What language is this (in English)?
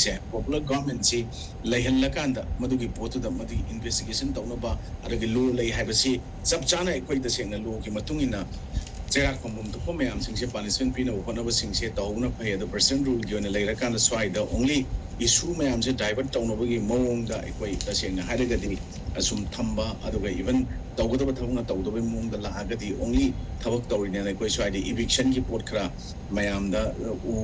Manipuri